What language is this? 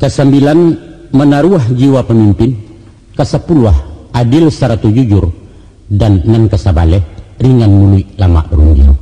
Minangkabau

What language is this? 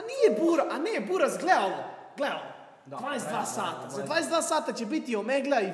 Serbian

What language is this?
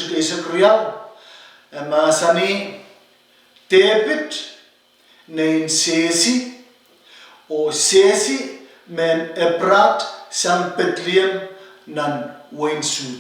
Pohnpeian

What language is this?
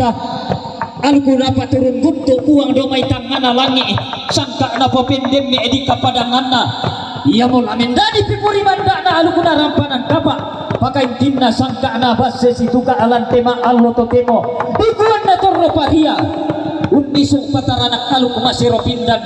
Toraja-Sa'dan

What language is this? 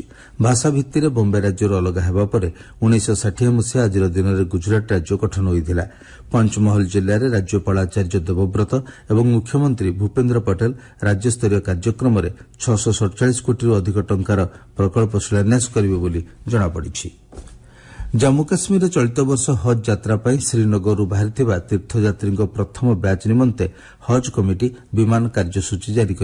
Odia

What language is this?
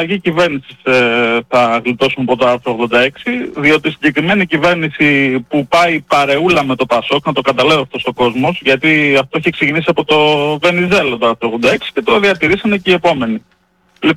Greek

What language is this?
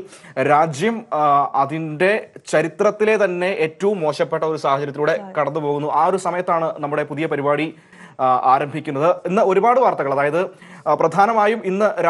Malayalam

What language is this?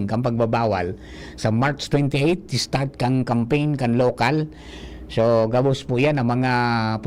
Bikol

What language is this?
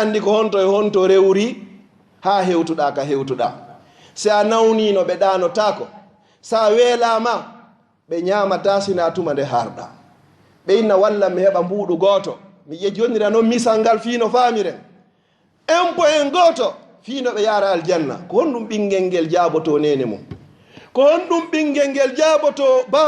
Fula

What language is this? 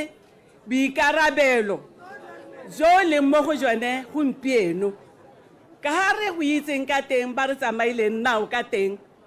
Tswana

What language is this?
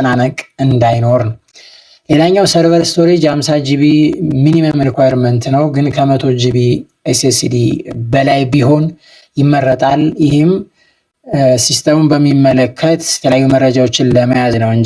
Amharic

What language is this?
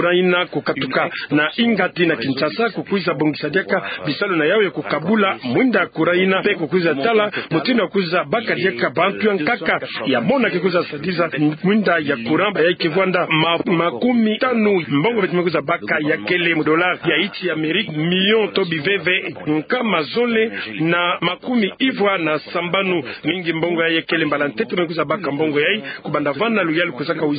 Kituba (Democratic Republic of Congo)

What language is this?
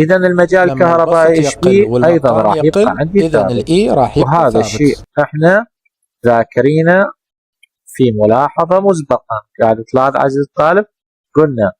Mesopotamian Arabic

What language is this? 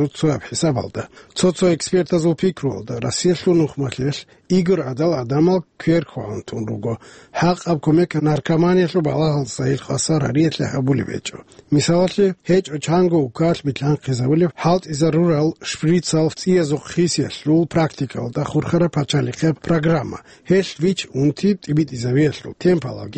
Avaric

